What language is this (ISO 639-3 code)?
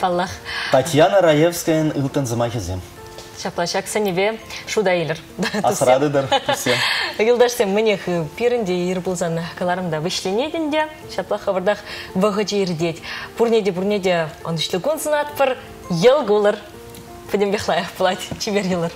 chv